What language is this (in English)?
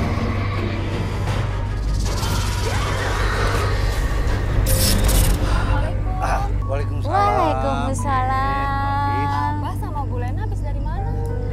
Indonesian